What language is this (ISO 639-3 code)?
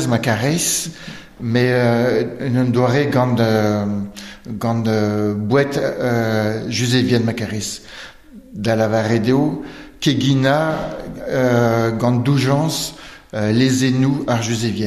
bre